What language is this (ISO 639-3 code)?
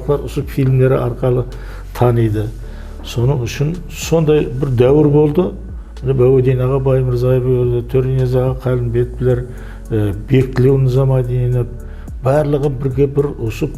kaa